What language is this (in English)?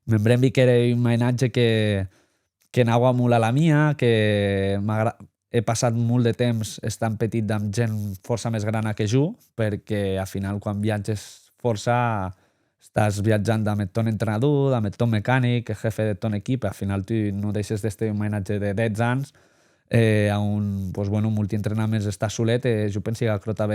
Occitan